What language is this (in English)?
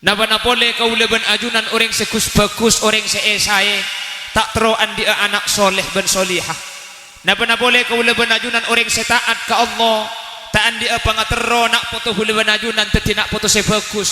Madurese